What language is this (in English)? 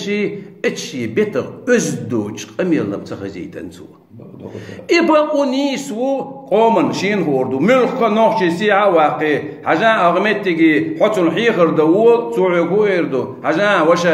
Chechen